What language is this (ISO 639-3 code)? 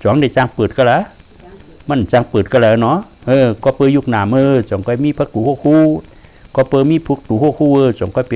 shn